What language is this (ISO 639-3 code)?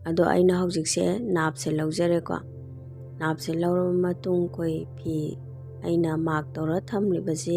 mni